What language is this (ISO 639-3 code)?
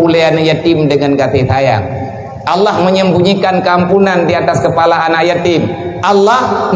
ace